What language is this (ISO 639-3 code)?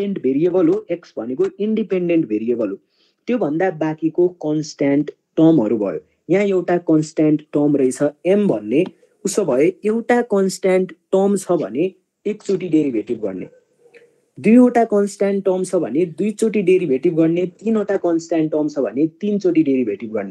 nep